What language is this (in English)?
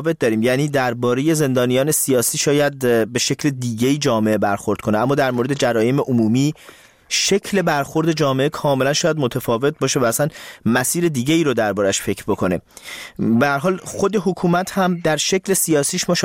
Persian